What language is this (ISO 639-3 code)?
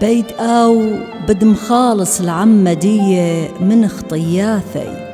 aii